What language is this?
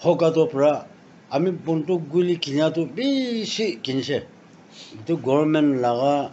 Naga Pidgin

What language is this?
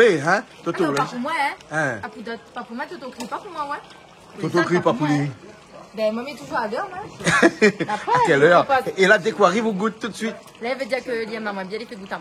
Réunion Creole French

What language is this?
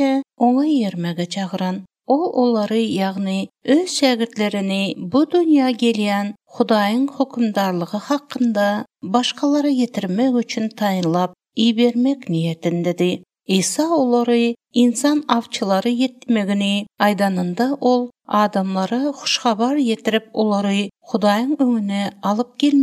Turkmen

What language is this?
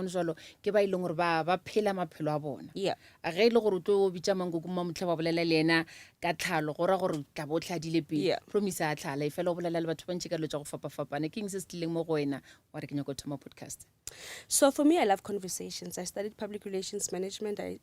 Northern Sotho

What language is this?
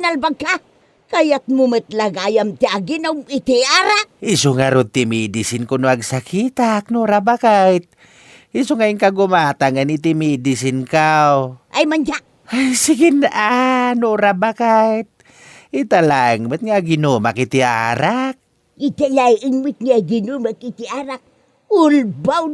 Iloko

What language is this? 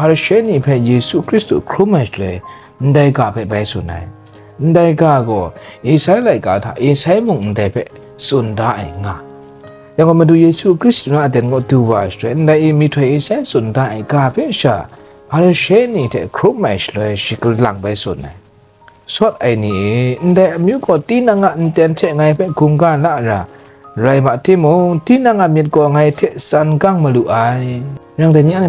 Kachin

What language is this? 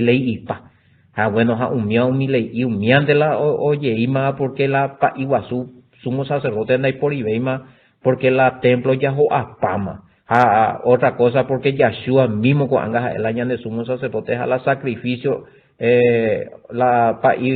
Guarani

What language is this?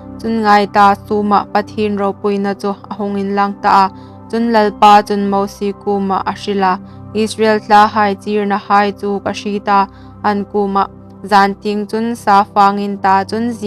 Hmar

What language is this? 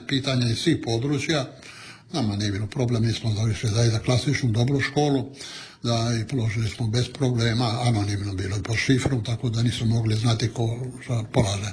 Croatian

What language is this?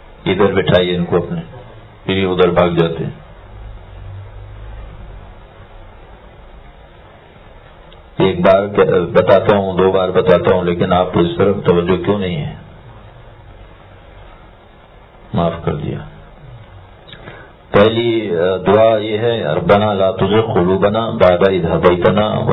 Urdu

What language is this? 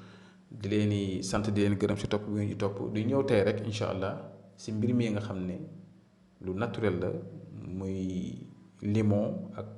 Wolof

